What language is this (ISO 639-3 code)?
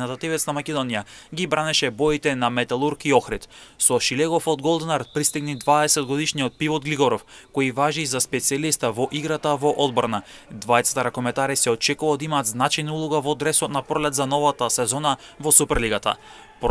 mkd